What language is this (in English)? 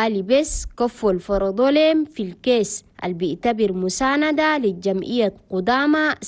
Chadian Arabic